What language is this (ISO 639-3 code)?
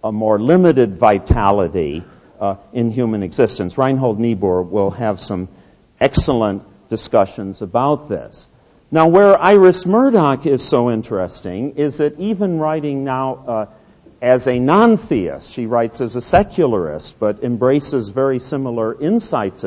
eng